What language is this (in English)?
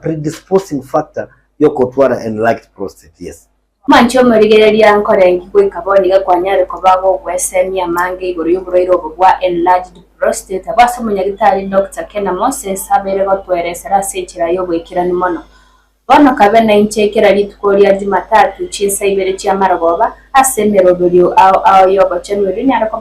Gusii